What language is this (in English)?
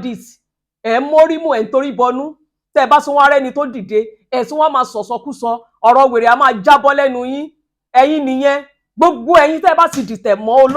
Yoruba